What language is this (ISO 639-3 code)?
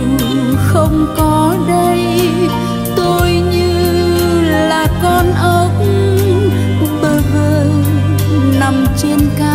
vie